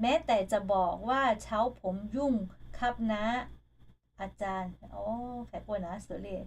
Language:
Lahu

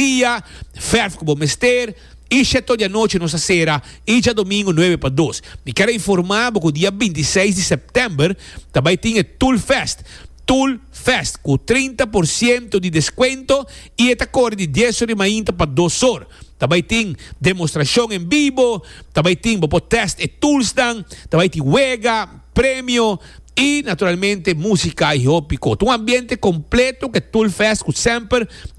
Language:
Papiamento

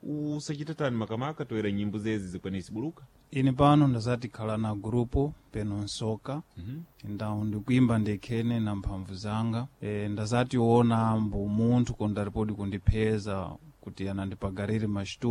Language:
Sena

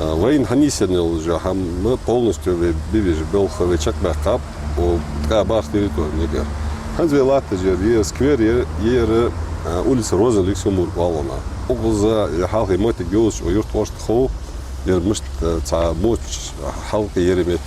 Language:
Ingush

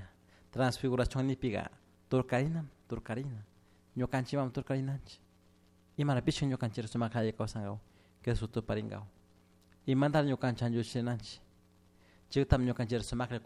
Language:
Chimborazo Highland Quichua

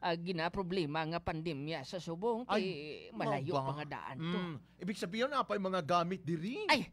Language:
Hiligaynon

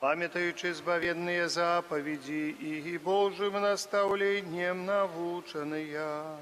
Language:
Belarusian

